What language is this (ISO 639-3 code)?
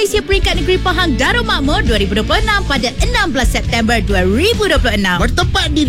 msa